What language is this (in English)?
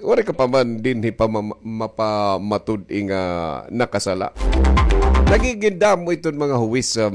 Waray